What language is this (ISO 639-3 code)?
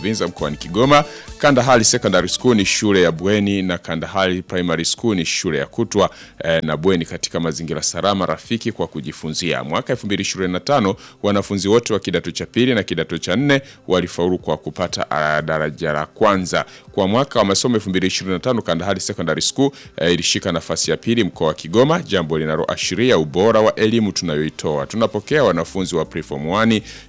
swa